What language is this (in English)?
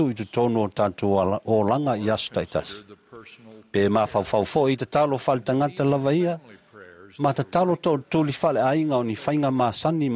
Samoan